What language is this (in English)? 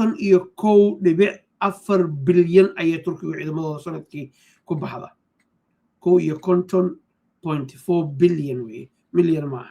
Somali